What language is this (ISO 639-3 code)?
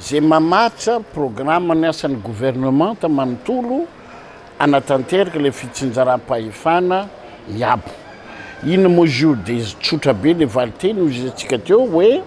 mlg